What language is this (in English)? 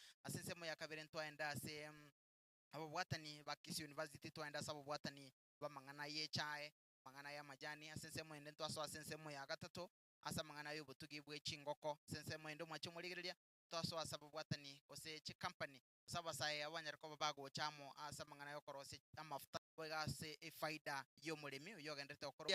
Gusii